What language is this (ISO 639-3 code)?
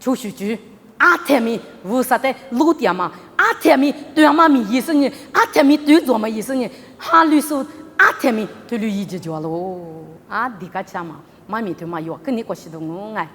lis